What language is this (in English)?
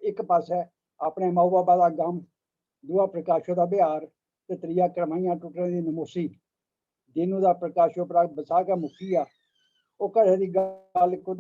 Dogri